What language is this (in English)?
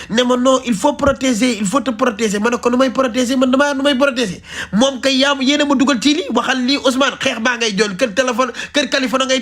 Wolof